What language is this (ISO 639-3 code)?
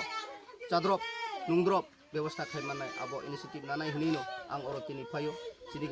trp